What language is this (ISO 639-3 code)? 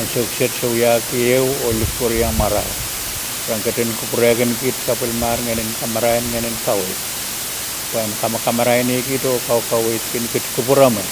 pon